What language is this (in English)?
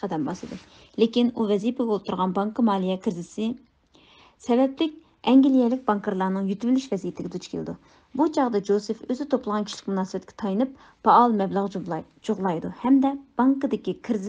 Uyghur